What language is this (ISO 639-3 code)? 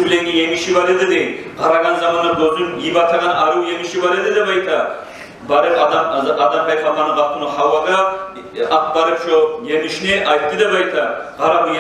kum